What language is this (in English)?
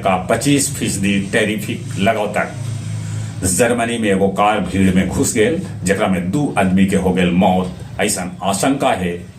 Magahi